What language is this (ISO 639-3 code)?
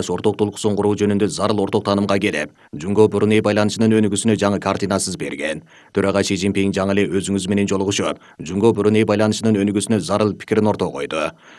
kir